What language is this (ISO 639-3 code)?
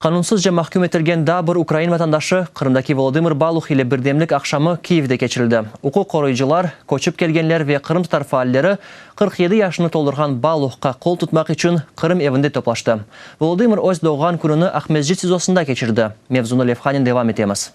crh